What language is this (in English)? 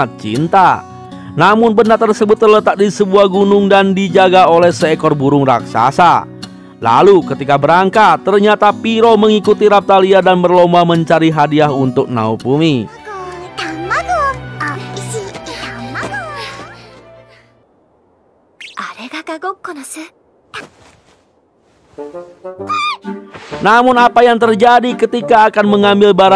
Indonesian